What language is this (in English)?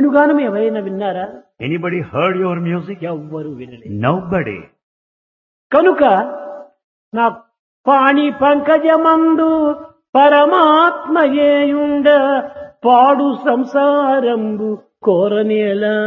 Telugu